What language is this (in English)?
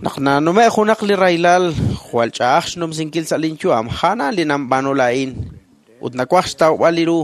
Kekchí